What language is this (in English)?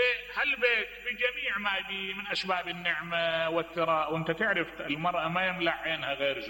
Mesopotamian Arabic